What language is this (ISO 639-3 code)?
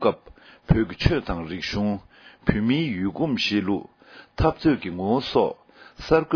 bod